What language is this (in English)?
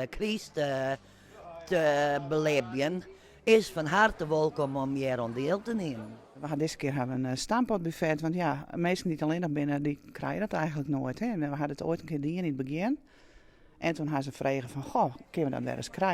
Western Frisian